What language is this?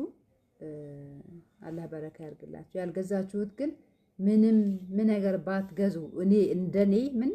Amharic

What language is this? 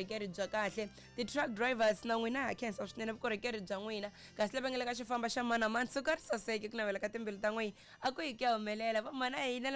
Tsonga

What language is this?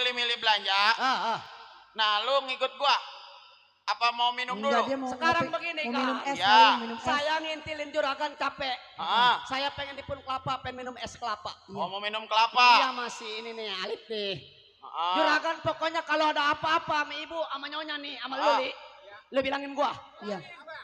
Betawi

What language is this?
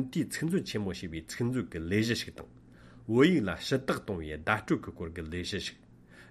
Tibetan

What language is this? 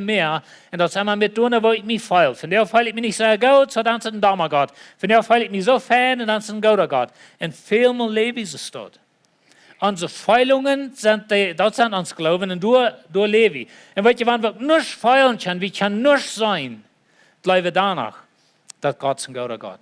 Plautdietsch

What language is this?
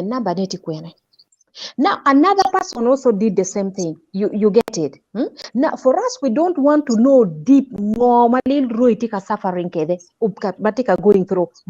Acoli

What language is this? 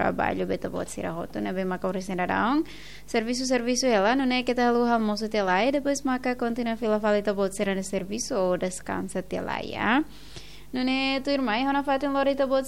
Tetum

